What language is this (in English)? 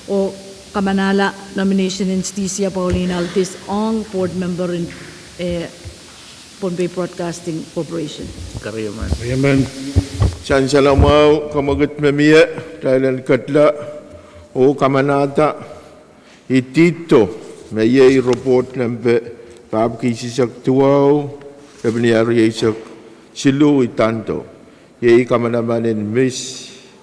Pohnpeian